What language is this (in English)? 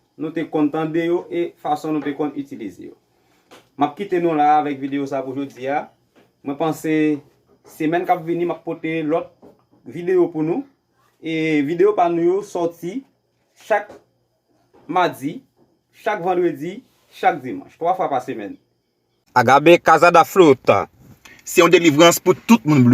Haitian Creole